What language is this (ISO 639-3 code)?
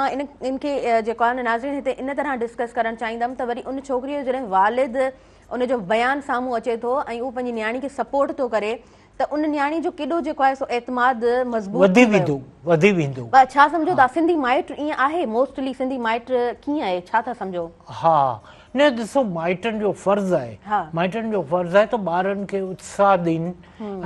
snd